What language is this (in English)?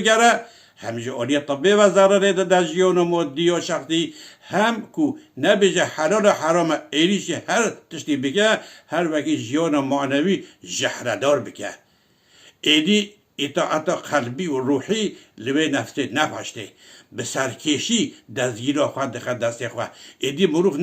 Kurdish